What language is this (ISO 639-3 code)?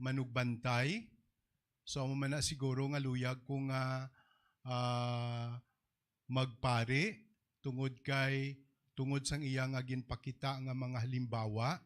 hil